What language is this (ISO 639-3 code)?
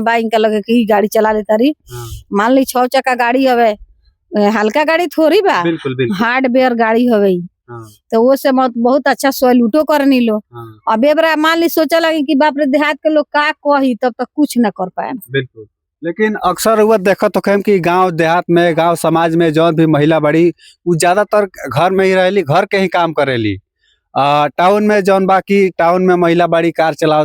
bho